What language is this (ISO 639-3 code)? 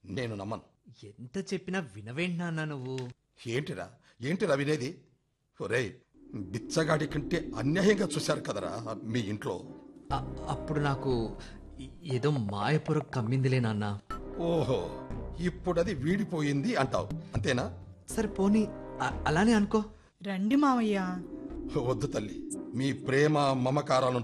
tel